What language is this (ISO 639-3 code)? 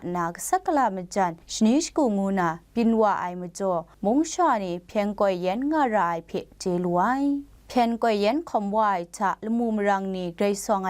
kac